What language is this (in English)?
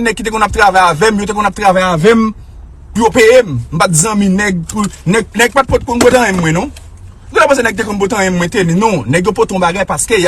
Haitian Creole